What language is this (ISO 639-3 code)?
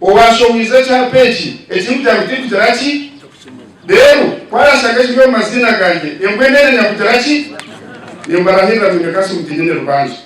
nyn